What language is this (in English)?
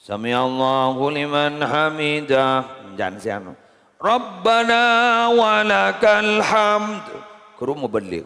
Madurese